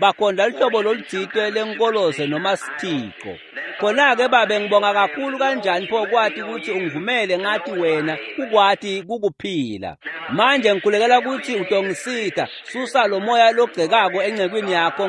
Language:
Swati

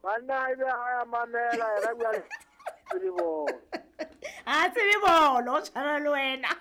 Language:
Southern Sotho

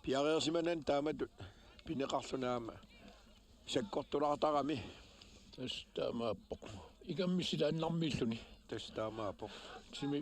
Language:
Kalaallisut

